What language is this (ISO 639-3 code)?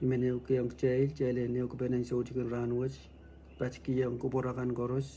pon